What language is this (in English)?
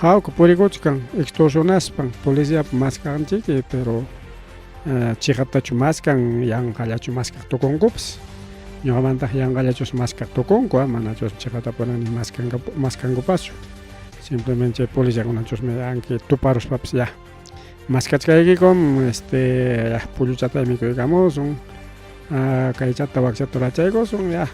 Ayacucho Quechua